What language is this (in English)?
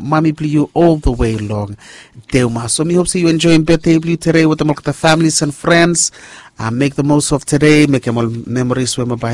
Bislama